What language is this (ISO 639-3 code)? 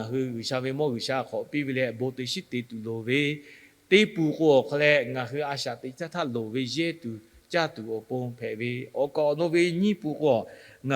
lhu